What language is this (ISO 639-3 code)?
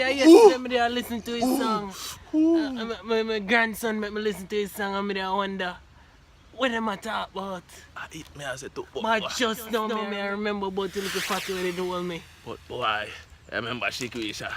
jam